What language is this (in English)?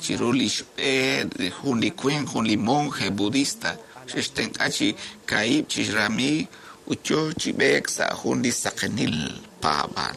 Kekchí